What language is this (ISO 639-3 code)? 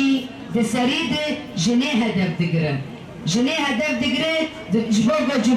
kur